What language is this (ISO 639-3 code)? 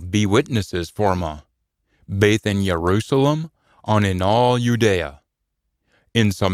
sco